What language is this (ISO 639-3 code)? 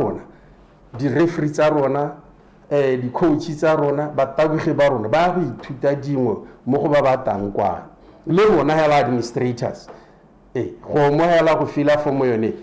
tsn